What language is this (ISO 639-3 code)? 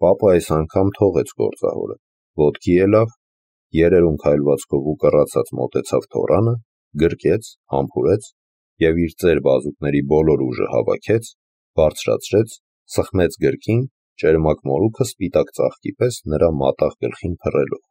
hye